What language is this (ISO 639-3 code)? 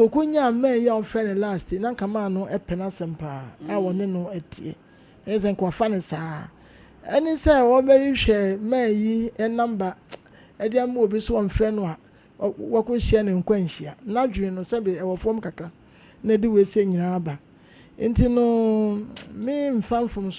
aka